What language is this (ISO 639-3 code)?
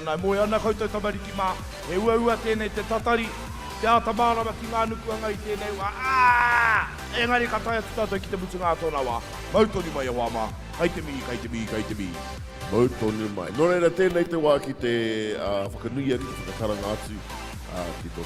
mri